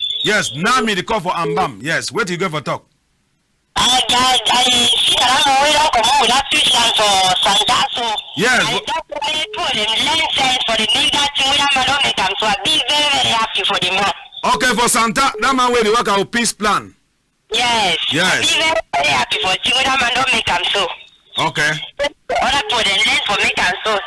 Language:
Cameroon Pidgin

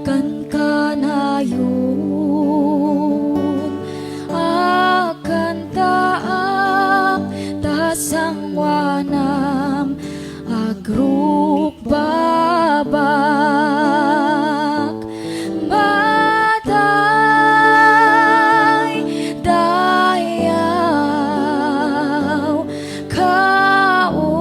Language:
Iloko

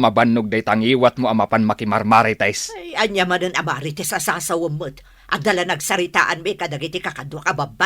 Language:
Iloko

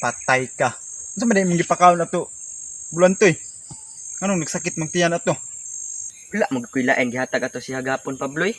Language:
Cebuano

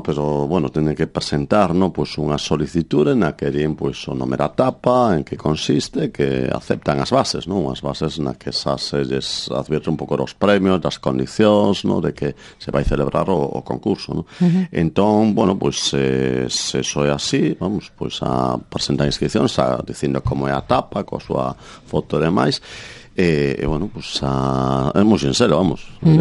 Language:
Galician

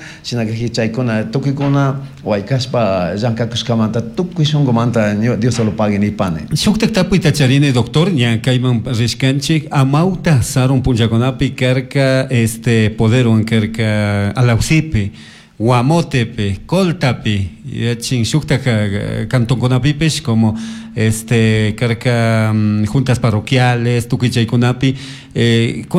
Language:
Chimborazo Highland Quichua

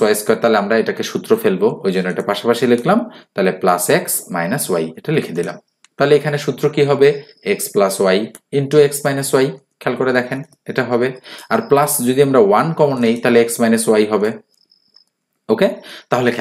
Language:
Bangla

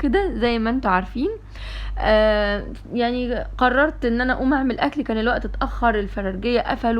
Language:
Egyptian Arabic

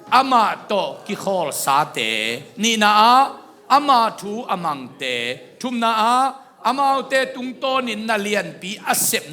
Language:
Tedim Chin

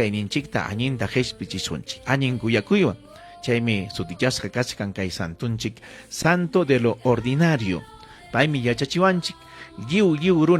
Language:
Ayacucho Quechua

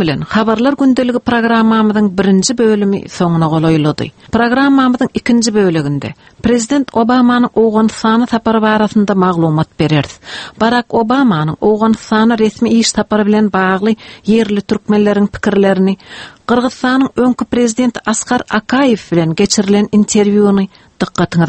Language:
Turkmen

